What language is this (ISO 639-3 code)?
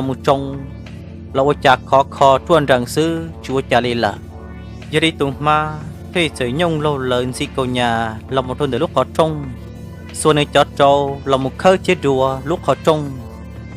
hmn